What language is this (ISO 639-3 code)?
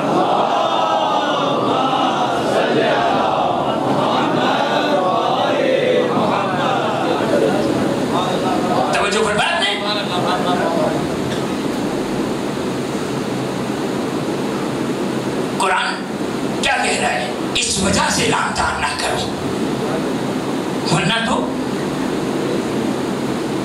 urd